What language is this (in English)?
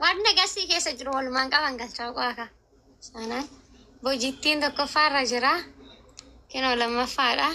Oromo